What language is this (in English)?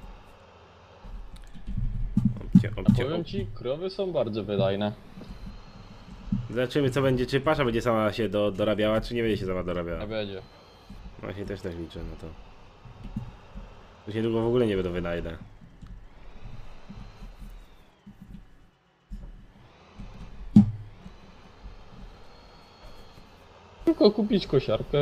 Polish